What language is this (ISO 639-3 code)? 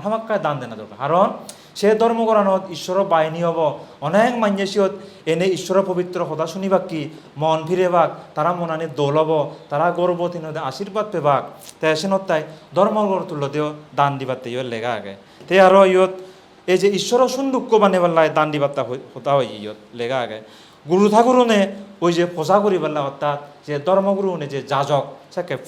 ccp